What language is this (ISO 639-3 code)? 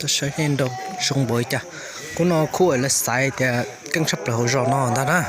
hmn